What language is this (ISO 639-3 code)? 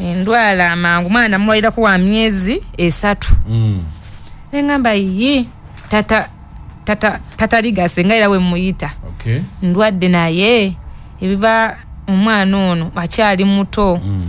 lug